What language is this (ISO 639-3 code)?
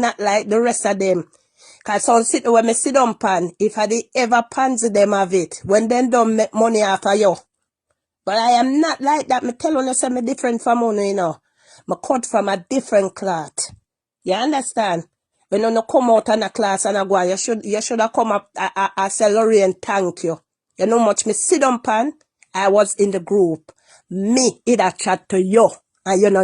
jam